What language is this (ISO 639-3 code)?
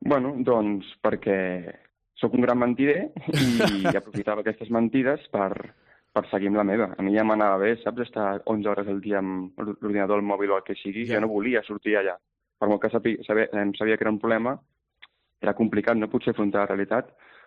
cat